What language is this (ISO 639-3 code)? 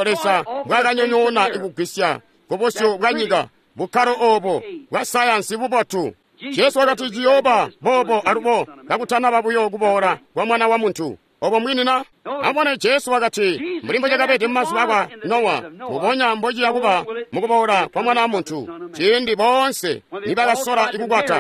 toi